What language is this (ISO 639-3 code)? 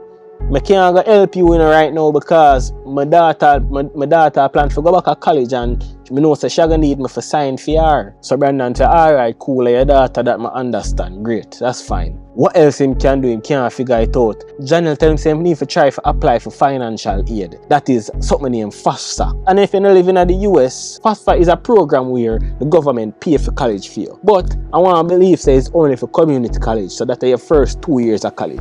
jam